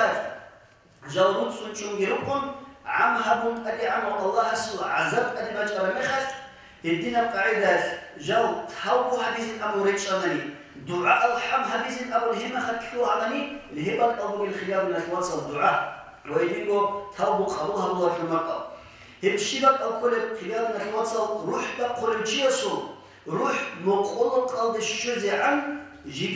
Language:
Avaric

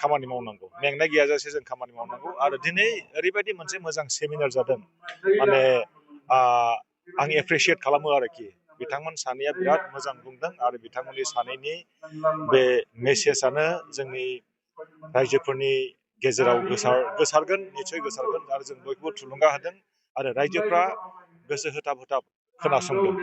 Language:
Bodo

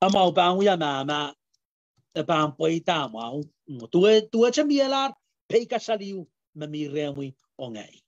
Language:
Pohnpeian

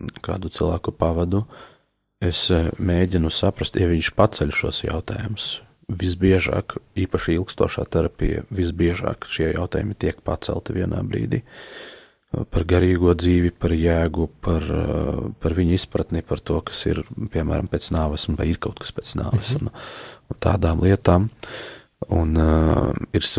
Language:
Latvian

